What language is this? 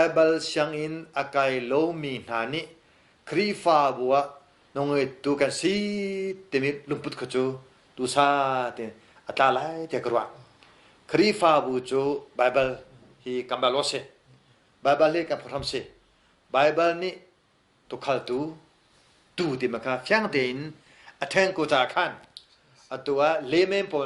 Hakha Chin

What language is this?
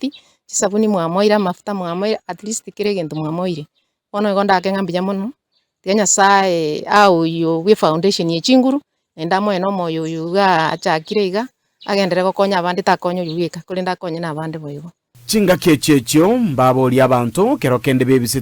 Gusii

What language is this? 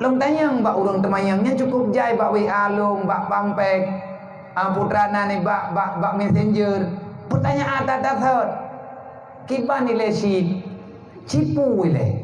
Achinese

